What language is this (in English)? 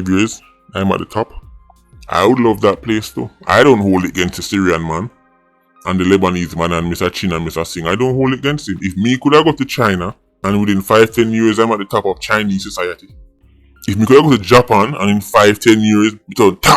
Jamaican Creole English